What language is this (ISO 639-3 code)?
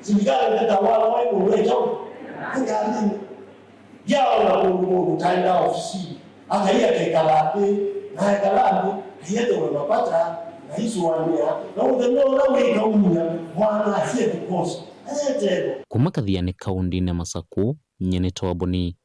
kam